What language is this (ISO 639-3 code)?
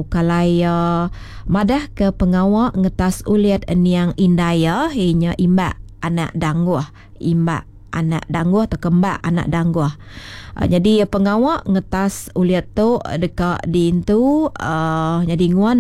iba